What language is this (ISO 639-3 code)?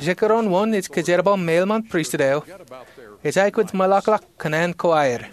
mah